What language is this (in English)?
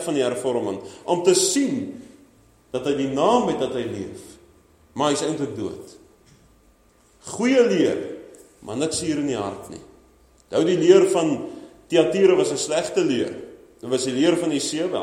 Afrikaans